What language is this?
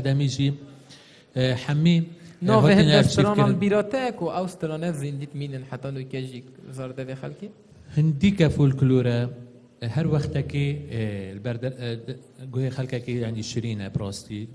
Kurdish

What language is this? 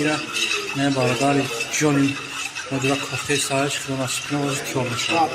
Tajik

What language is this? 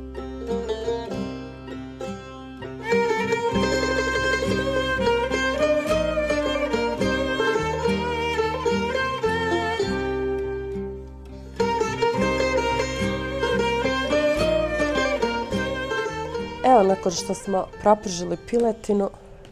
Bosnian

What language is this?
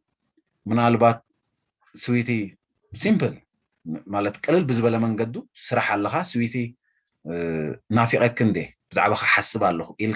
Tigrinya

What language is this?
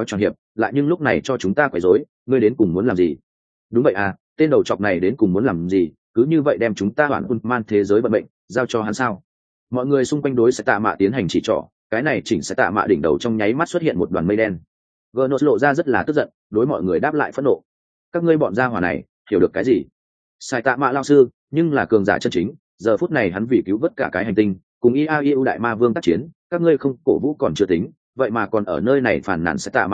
Vietnamese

